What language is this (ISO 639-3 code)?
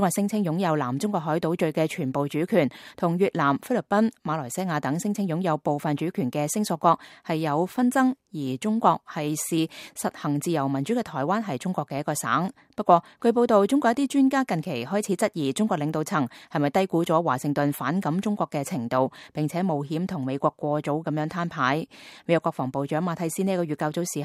yue